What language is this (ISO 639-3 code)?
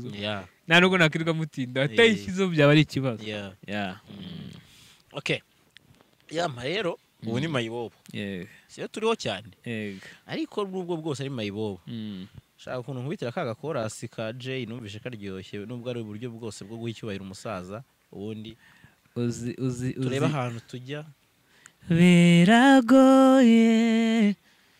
kin